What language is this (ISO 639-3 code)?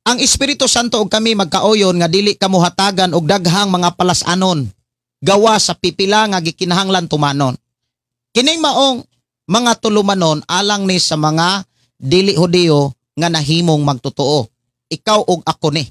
ceb